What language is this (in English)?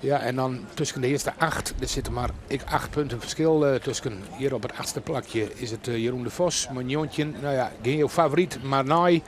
Western Frisian